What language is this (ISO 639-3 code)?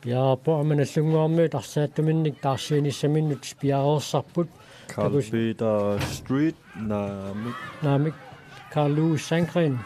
kal